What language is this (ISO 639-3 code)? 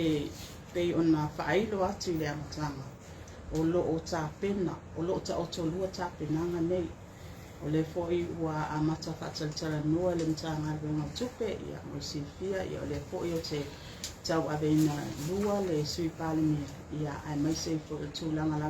smo